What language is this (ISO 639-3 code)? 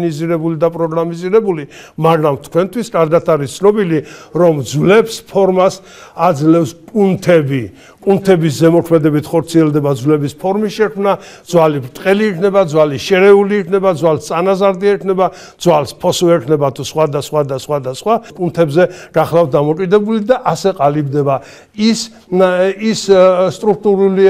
kat